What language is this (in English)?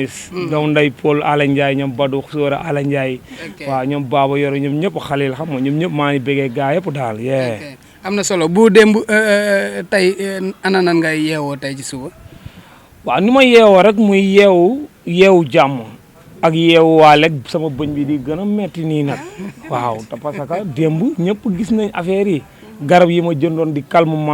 Wolof